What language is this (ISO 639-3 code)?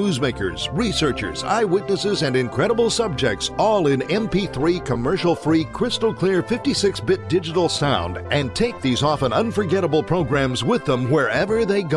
eng